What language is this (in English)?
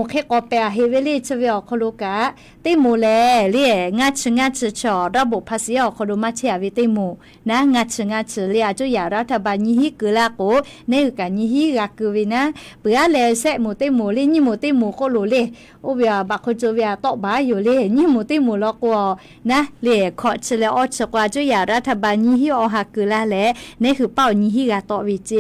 Lahu